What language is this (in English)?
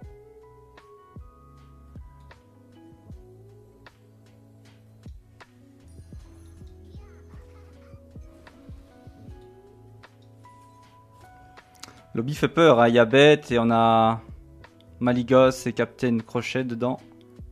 French